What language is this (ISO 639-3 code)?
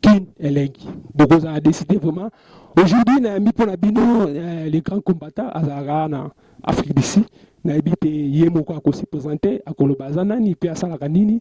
lin